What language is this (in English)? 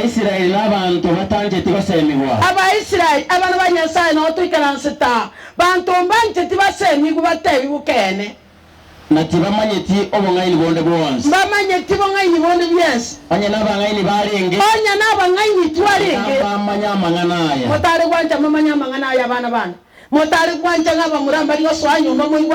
Gusii